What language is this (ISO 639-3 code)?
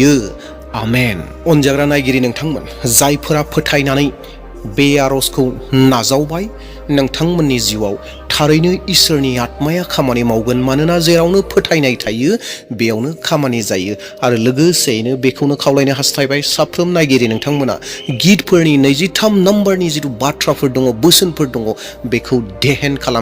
brx